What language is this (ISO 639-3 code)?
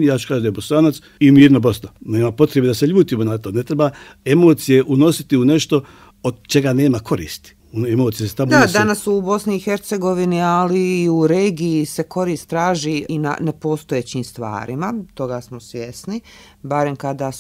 bos